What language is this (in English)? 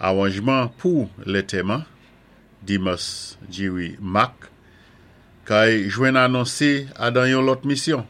Saint Lucian Creole French